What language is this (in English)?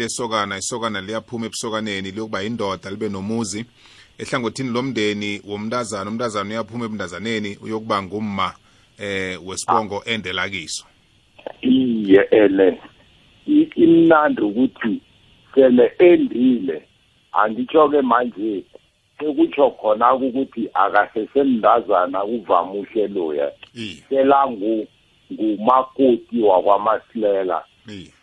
South Ndebele